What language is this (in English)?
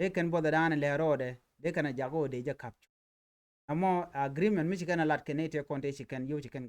Nuer